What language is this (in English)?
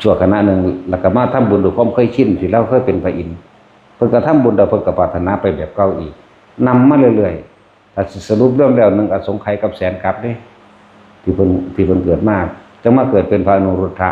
Northeastern Thai